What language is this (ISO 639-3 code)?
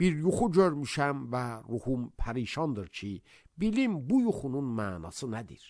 aze